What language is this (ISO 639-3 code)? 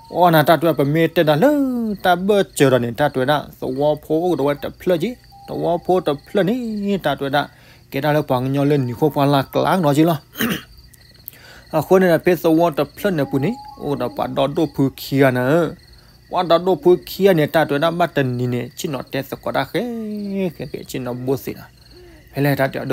ksw